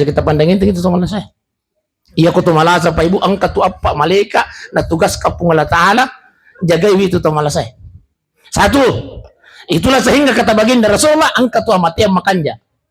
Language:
Buginese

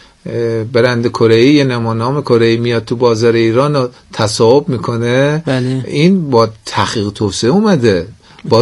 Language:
Persian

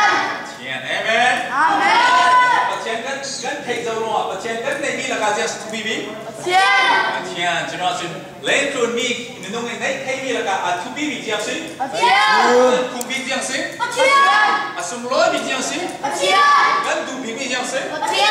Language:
Falam Chin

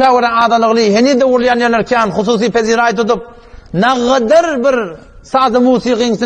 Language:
Turkmen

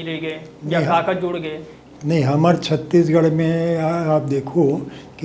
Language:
Chhattisgarhi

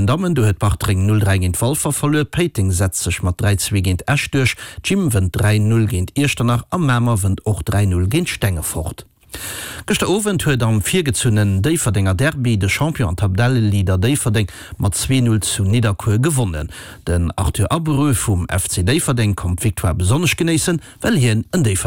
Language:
Luxembourgish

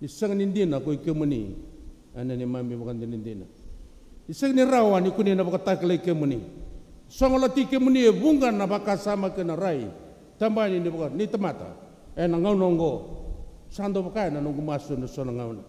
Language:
Fijian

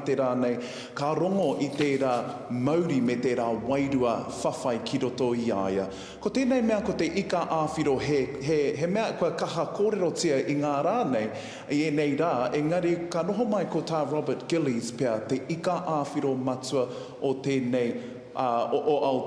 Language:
Māori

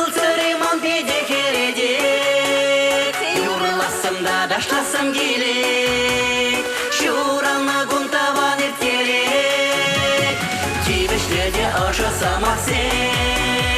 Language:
Chuvash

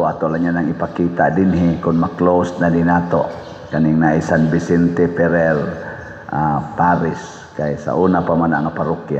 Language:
Cebuano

